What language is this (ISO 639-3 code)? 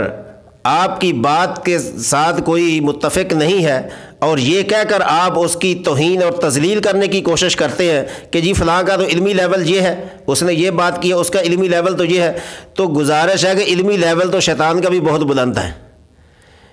urd